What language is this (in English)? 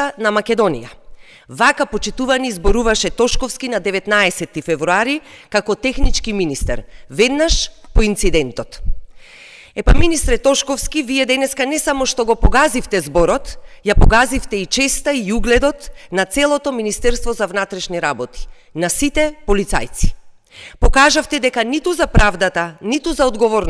Macedonian